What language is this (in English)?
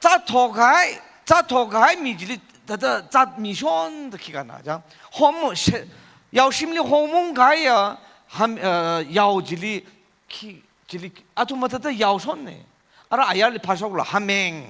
Tangkhul Naga (India)